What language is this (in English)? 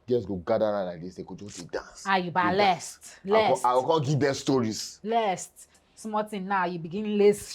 Nigerian Pidgin